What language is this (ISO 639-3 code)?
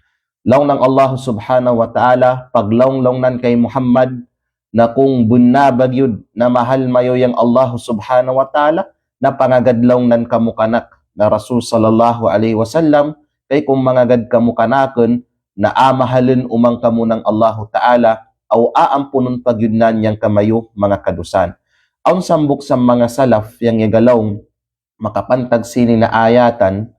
kqe